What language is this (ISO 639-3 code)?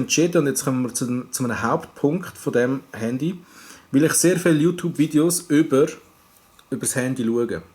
gsw